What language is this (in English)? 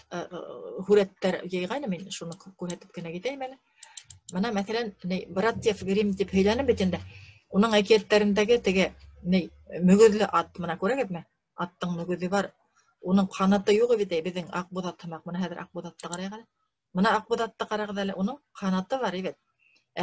Bashkir